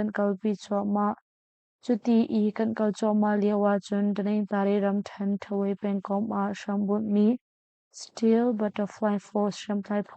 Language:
Hakha Chin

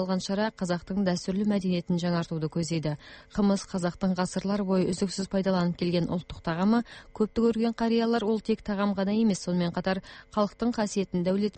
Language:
Kazakh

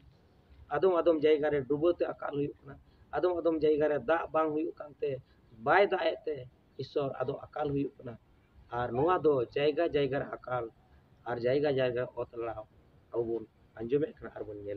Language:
Santali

